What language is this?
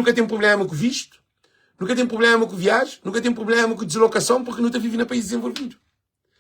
Kabuverdianu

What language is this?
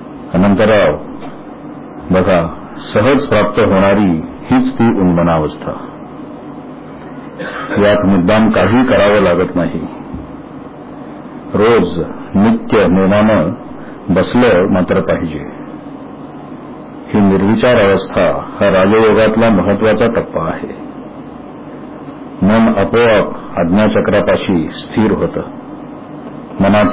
Marathi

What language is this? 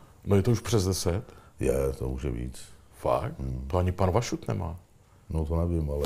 Czech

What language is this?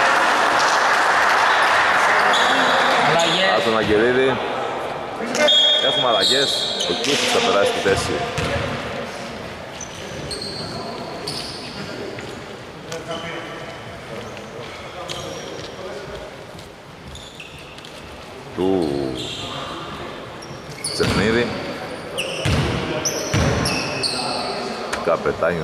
Greek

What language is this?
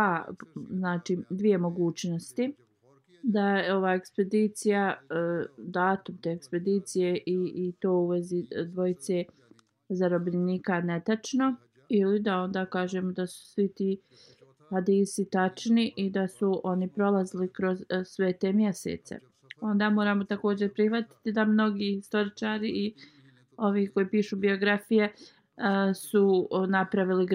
Bosnian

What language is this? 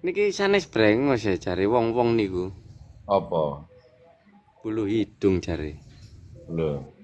Javanese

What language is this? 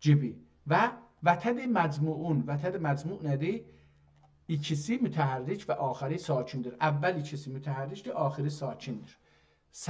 South Azerbaijani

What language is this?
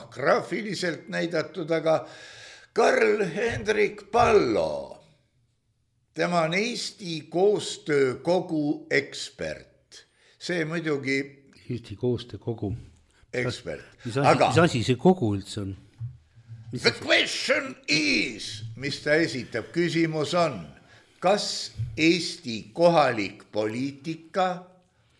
Estonian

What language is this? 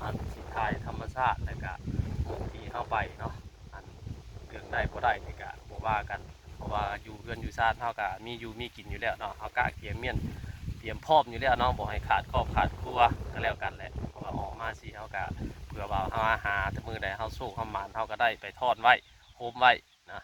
Northeastern Thai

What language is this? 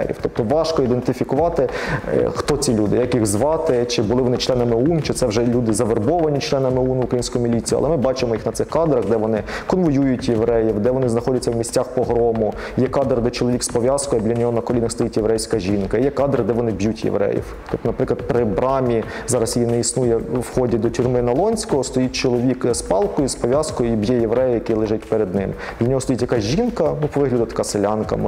Ukrainian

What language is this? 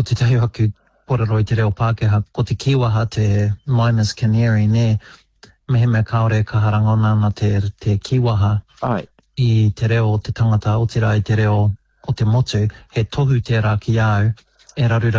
Māori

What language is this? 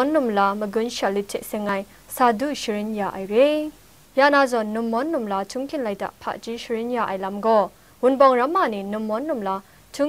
Kachin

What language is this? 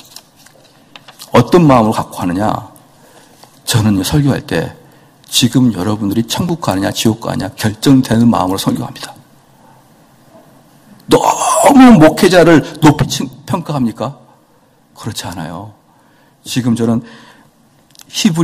Korean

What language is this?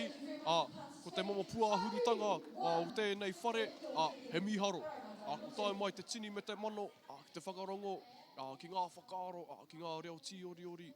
Māori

